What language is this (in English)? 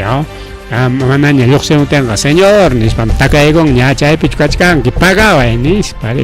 Ayacucho Quechua